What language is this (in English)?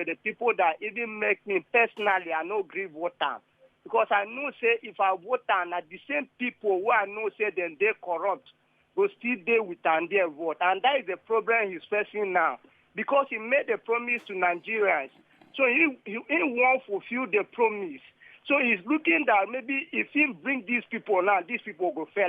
Nigerian Pidgin